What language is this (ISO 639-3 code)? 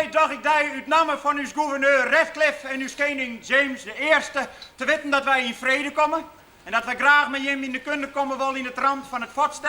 fry